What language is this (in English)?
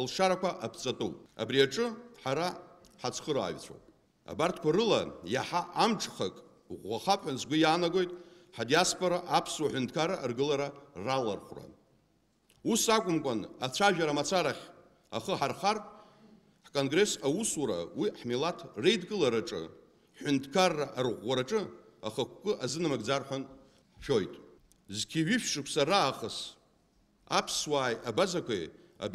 Abkhazian